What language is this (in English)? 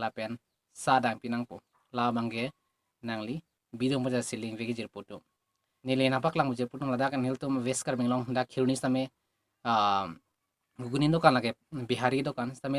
Karbi